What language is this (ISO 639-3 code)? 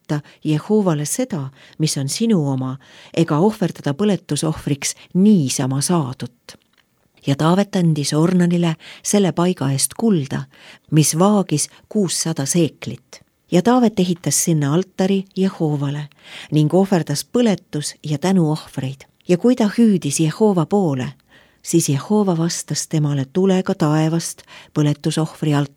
est